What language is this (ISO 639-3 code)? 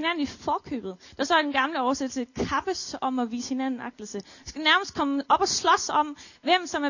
dan